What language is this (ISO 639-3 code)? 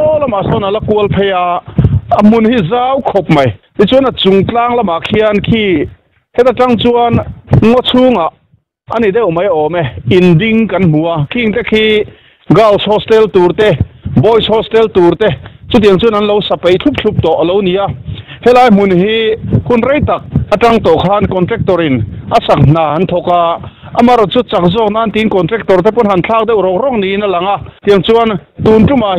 lus